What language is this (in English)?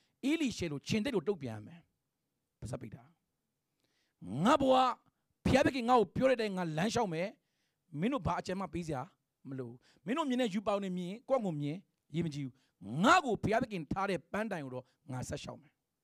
Burmese